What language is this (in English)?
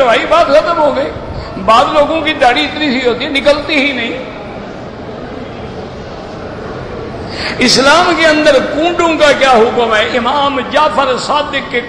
Urdu